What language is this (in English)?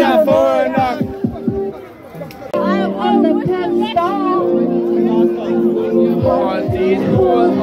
Danish